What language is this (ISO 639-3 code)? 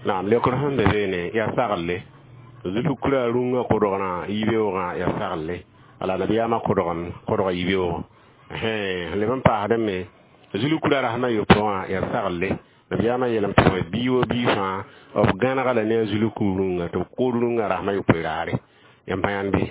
mos